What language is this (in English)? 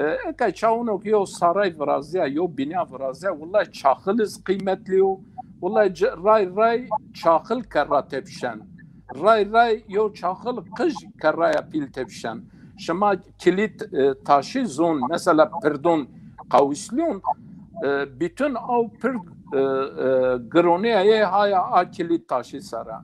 Zaza